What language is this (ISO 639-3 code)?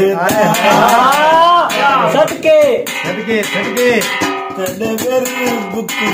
skr